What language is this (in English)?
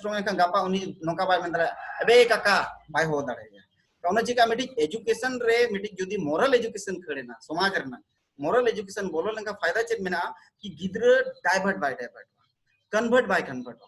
Santali